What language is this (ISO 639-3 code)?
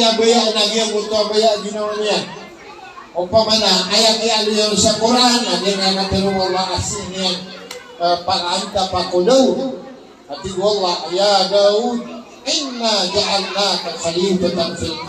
mrw